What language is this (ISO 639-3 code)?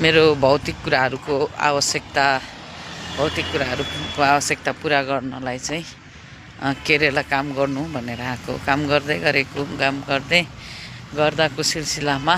nep